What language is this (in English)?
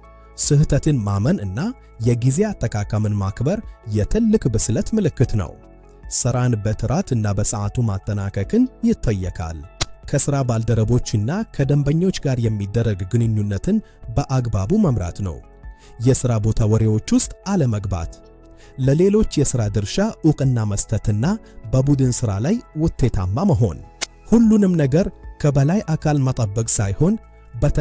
Amharic